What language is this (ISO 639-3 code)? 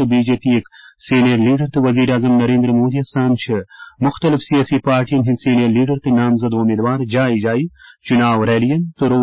kas